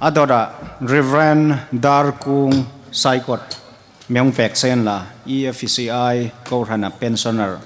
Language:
Hmar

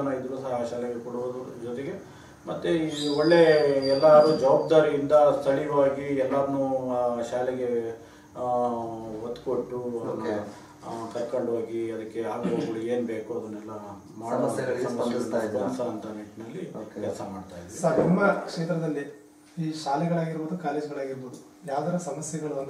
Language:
Kannada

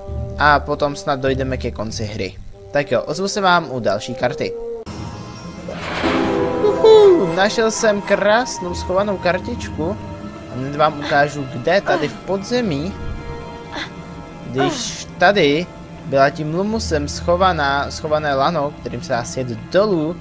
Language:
Czech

